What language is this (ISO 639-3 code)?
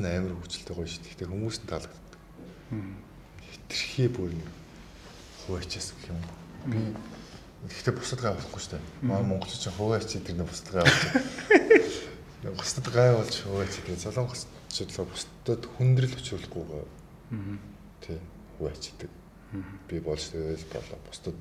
mon